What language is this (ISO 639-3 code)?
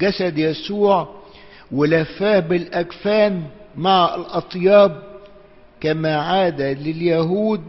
arz